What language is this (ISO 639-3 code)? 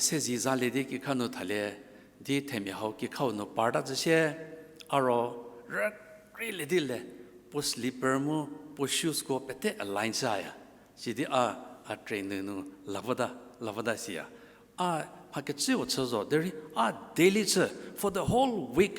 njm